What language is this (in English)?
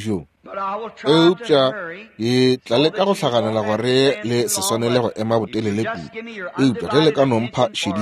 Northern Sotho